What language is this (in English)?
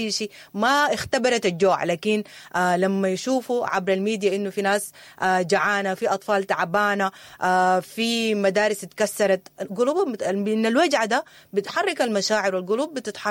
Sudanese Arabic